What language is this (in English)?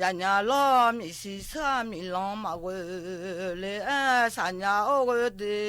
Akha